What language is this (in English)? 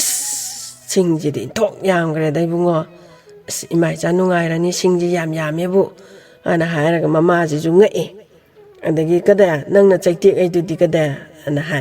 Manipuri